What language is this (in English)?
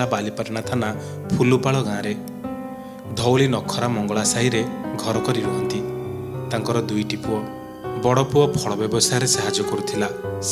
Odia